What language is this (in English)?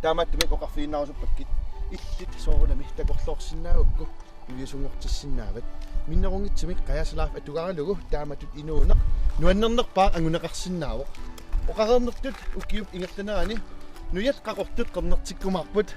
Kalaallisut